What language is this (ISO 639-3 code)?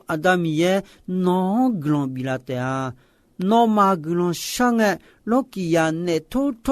ahk